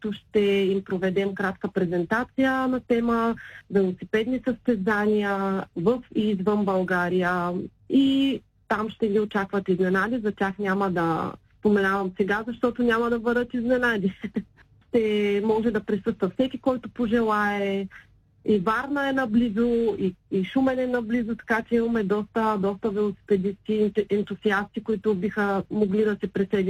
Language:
Bulgarian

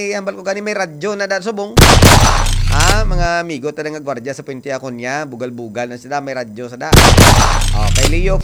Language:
Hiligaynon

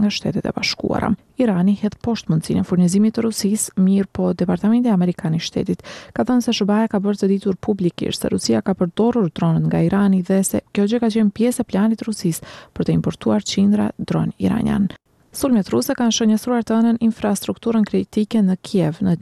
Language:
Albanian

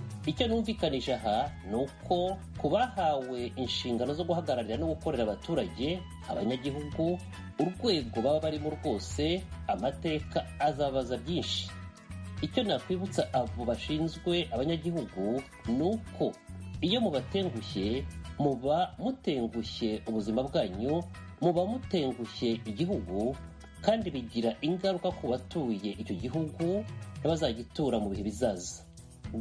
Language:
Kinyarwanda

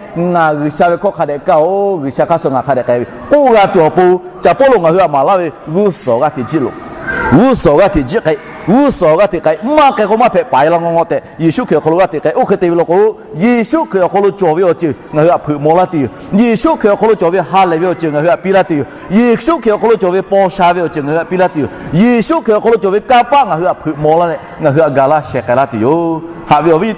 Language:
Lahu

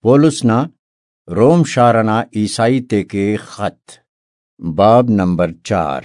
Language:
Brahui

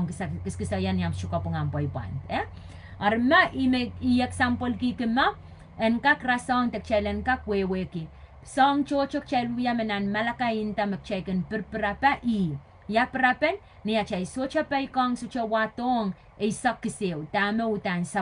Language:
Pohnpeian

